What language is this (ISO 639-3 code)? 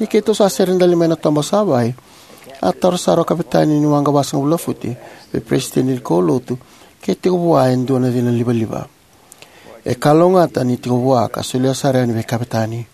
fij